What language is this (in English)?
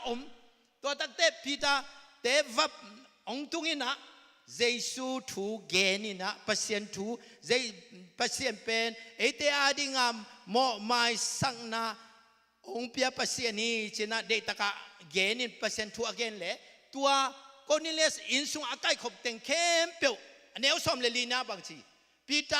Tedim Chin